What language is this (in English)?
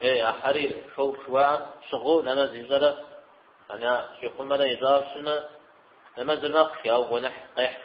Kabardian